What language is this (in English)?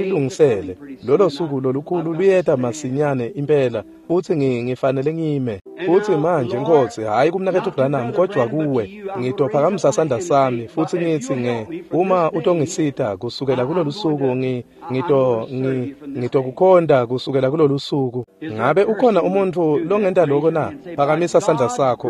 Swati